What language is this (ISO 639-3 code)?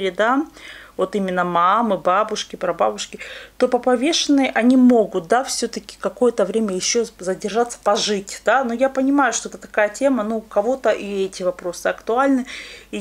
rus